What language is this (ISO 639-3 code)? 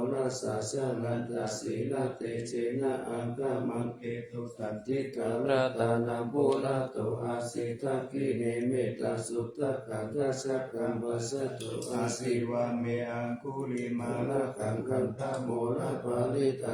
pli